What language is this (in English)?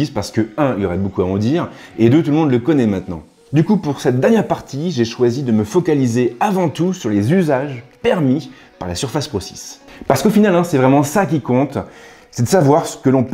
French